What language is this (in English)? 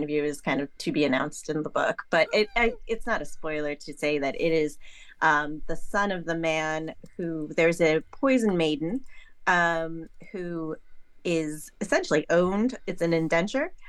English